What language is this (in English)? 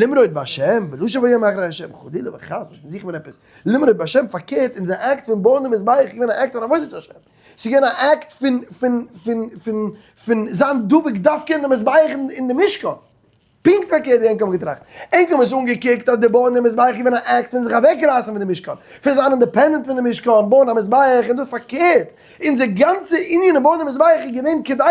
Yiddish